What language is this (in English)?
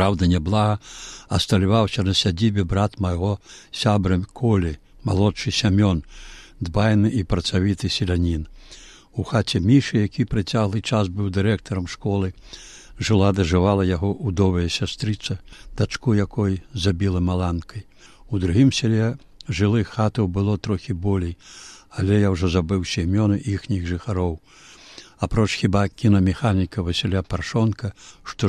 Belarusian